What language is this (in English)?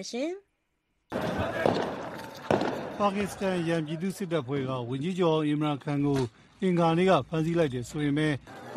Burmese